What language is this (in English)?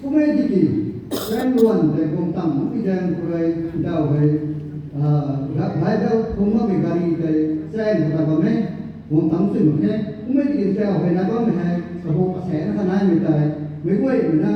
Rongmei Naga